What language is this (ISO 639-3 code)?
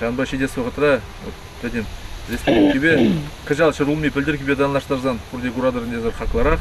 chv